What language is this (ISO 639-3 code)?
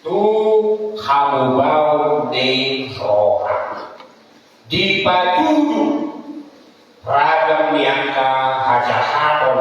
bbc